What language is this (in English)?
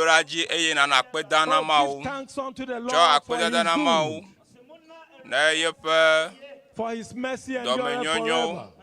Ewe